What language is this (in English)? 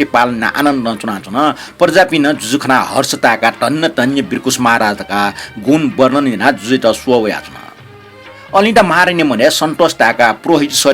Newari